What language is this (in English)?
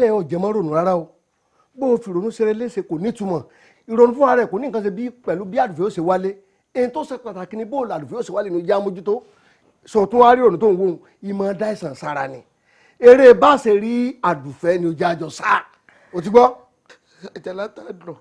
Yoruba